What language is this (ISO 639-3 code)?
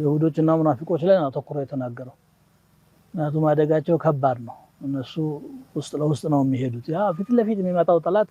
amh